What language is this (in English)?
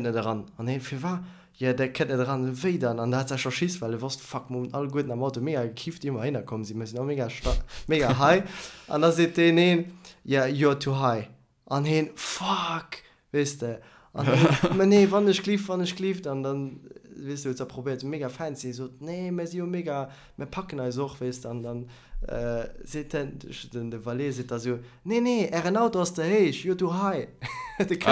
Luxembourgish